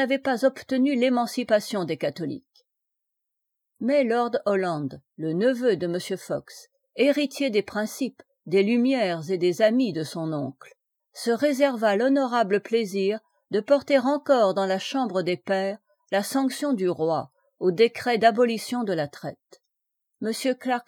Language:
French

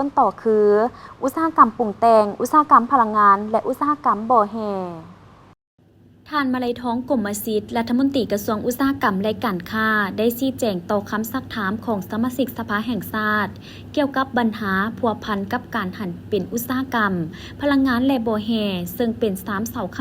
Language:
Lao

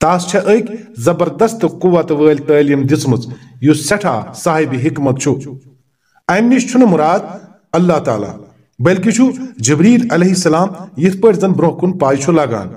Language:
Kashmiri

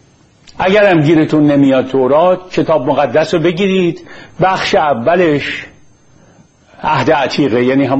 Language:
Persian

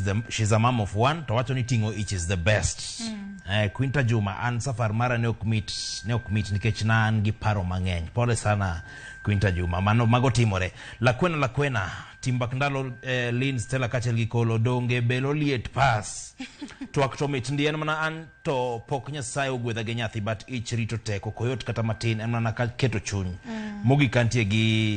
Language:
Luo (Kenya and Tanzania)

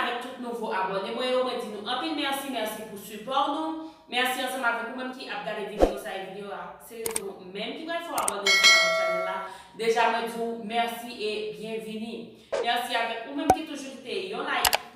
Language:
Haitian Creole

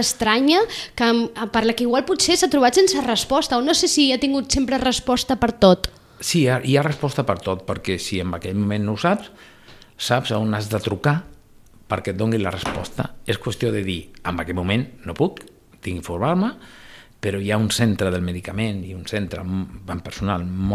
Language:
Catalan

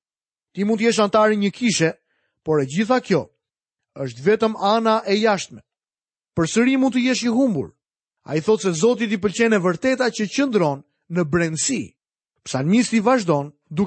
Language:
Albanian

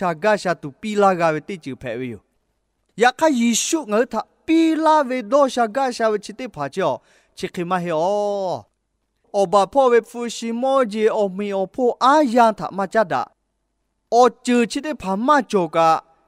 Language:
Lahu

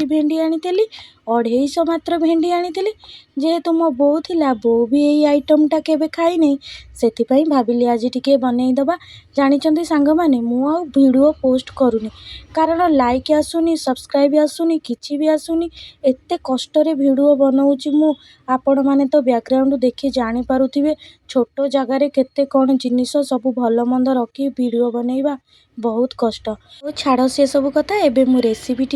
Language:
Odia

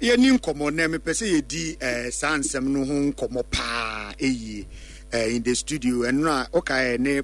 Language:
Akan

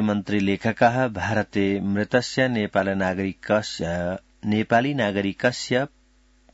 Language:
Sanskrit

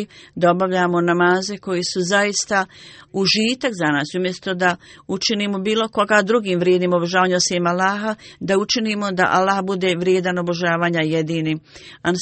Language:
Bosnian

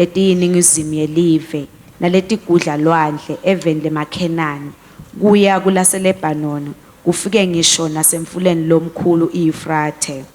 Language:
Swati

